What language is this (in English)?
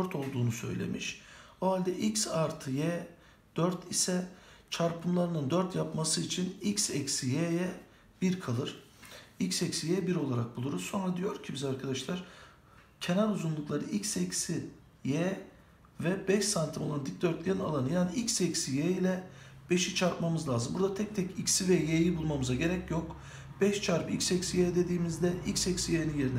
Turkish